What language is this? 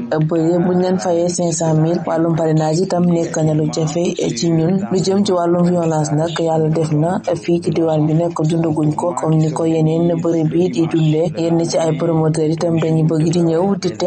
Wolof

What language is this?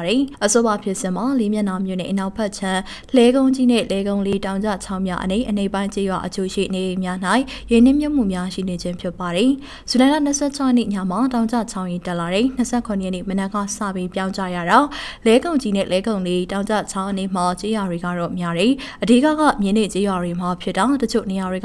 Burmese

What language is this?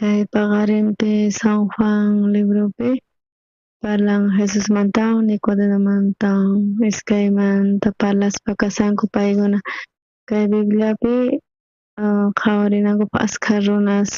South Bolivian Quechua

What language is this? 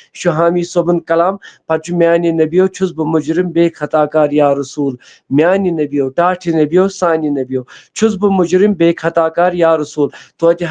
Kashmiri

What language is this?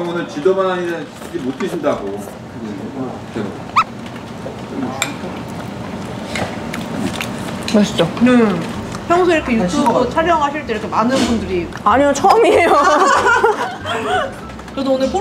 Korean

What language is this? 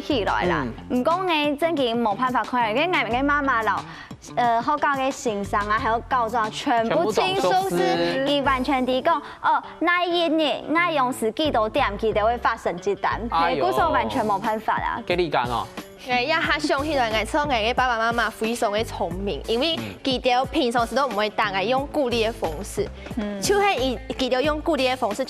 Hakka Chinese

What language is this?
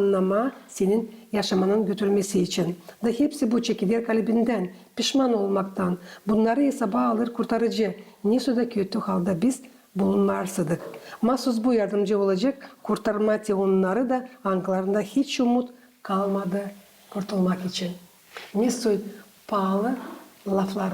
Gagauz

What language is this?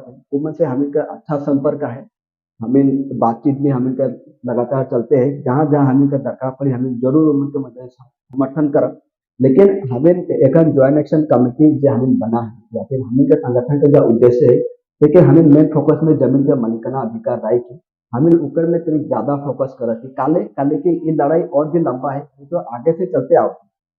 Sadri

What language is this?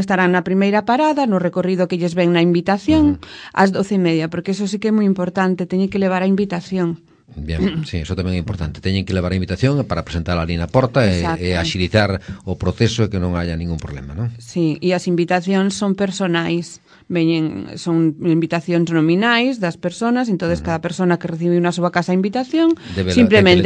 Galician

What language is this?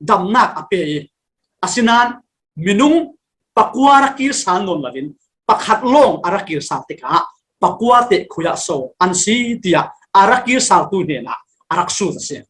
Falam Chin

